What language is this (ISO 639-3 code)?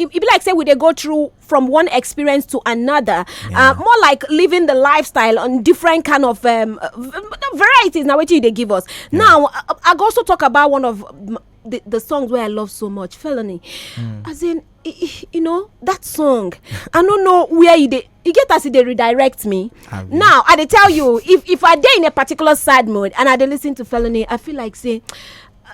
pcm